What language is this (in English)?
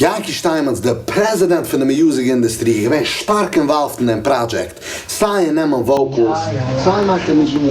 Yiddish